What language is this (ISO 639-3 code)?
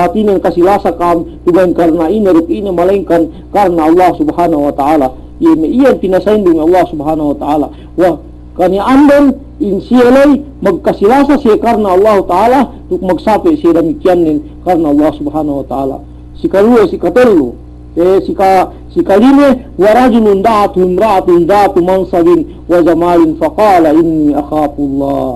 yka